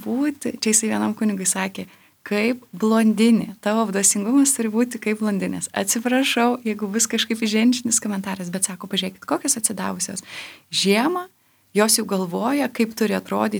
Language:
Lithuanian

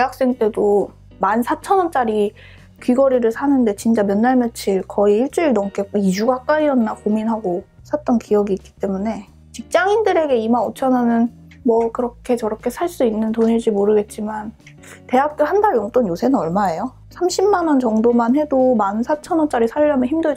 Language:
Korean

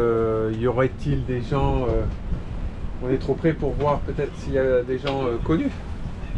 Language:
French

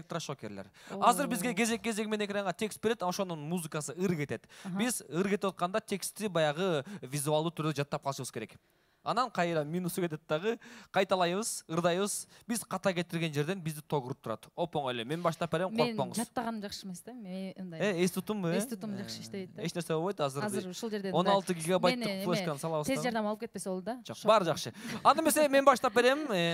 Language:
Kyrgyz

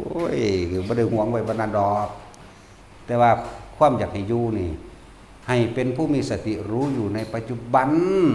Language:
Northeastern Thai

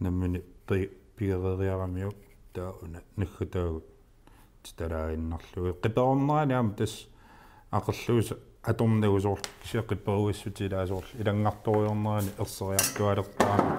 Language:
Kalaallisut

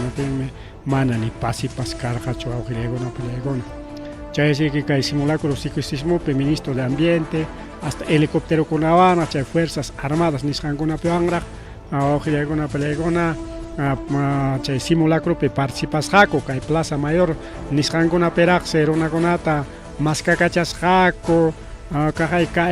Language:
Ayacucho Quechua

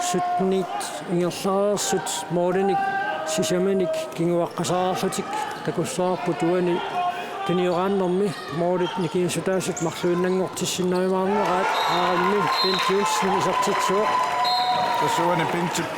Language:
Kalaallisut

